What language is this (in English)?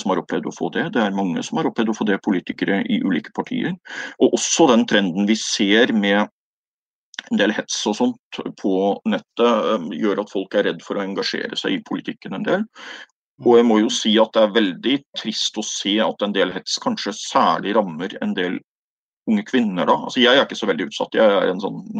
Norwegian